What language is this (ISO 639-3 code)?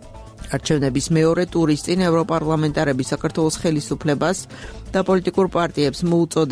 kat